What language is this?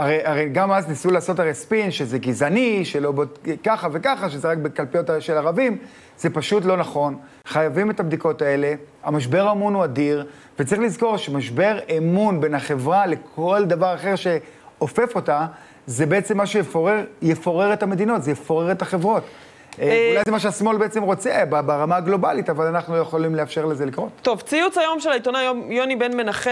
Hebrew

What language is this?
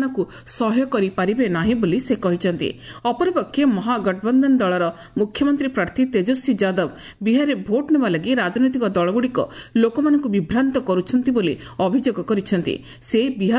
Odia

